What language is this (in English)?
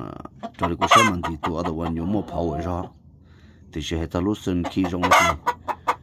Hmong